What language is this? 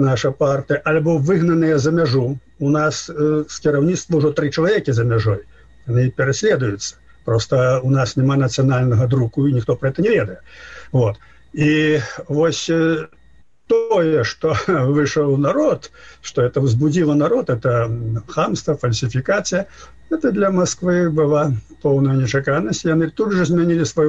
Belarusian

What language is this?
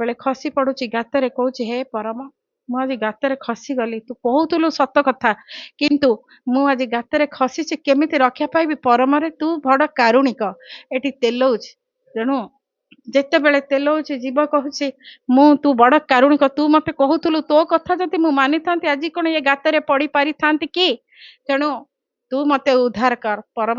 Odia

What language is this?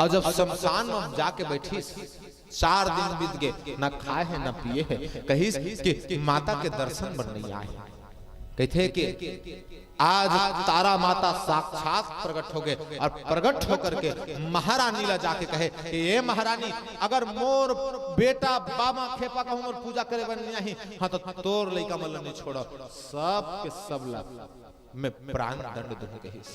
Chhattisgarhi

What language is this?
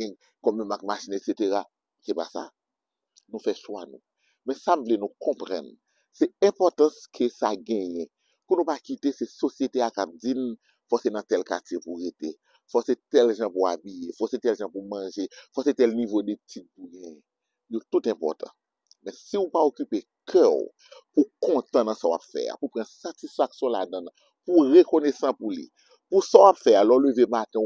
Haitian Creole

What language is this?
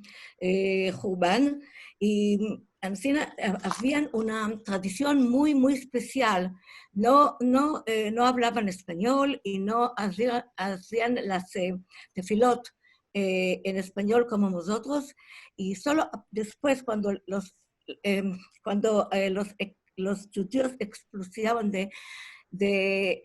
Ladino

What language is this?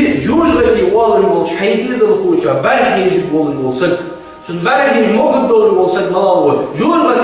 Ingush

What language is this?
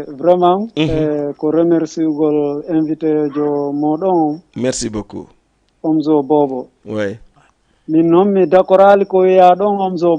Fula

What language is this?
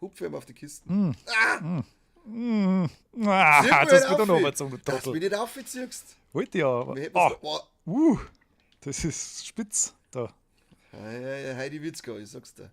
Bavarian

